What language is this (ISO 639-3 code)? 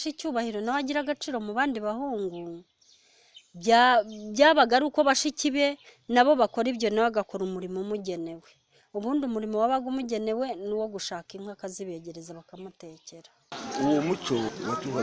kin